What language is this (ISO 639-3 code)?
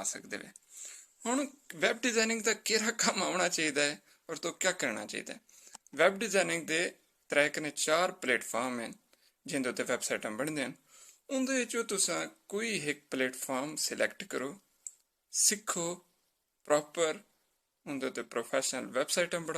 skr